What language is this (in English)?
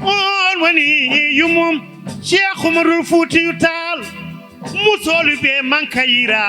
Fula